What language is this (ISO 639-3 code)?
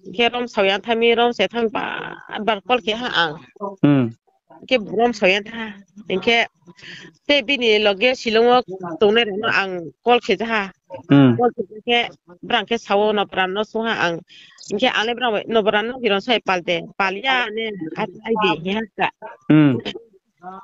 ria